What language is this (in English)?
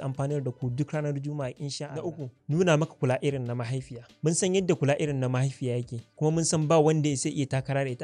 Hausa